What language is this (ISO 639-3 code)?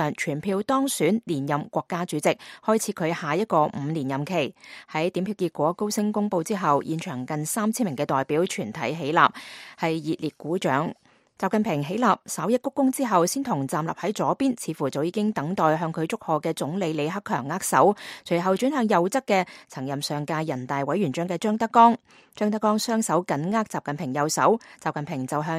yue